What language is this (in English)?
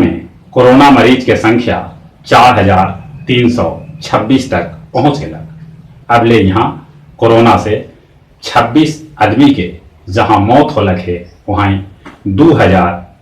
Magahi